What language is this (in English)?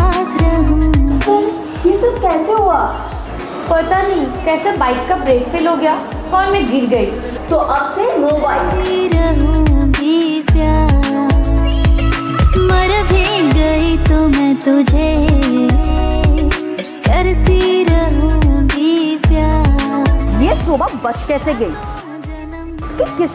Hindi